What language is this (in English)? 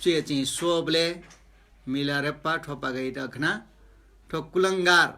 Newari